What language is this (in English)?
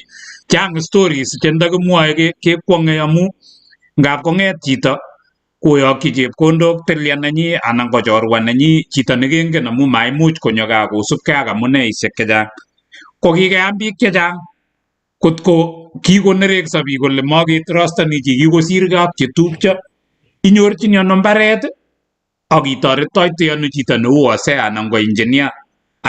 Kalenjin